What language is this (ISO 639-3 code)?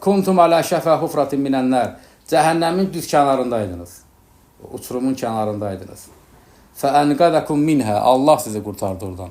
aze